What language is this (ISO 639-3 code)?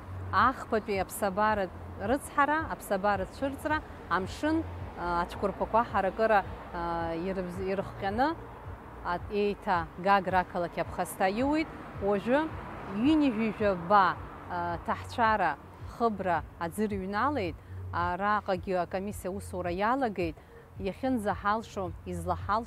abk